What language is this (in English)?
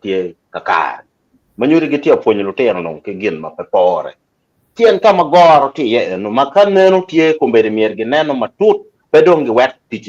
Acoli